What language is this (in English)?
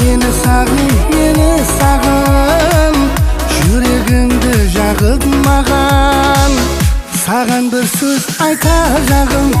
Kara-Kalpak